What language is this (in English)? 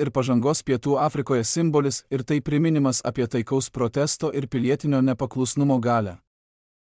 Lithuanian